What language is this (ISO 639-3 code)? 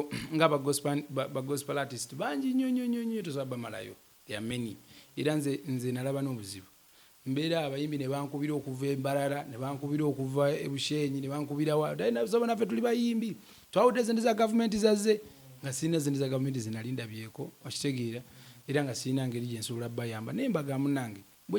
lug